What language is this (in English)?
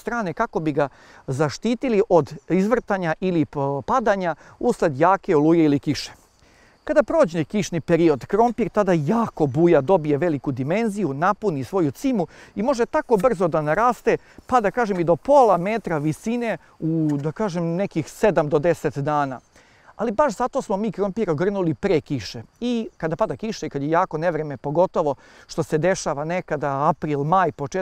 Serbian